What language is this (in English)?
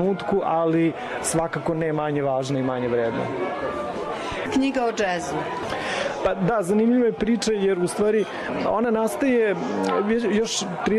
Serbian